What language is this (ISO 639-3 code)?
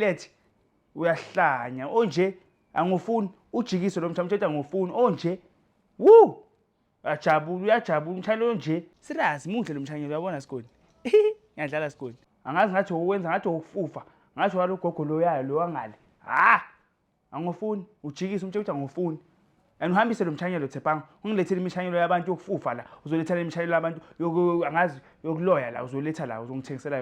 zul